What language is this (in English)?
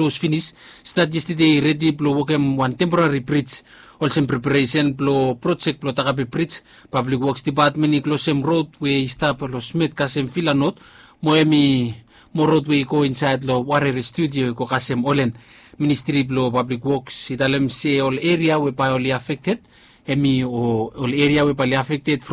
Bislama